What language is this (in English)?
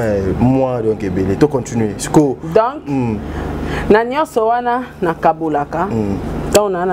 Lingala